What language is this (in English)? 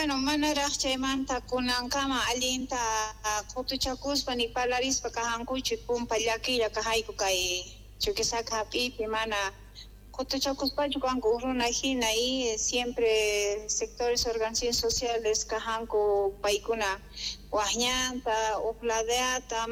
South Bolivian Quechua